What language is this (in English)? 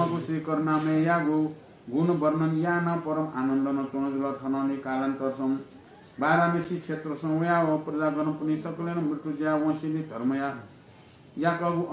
Newari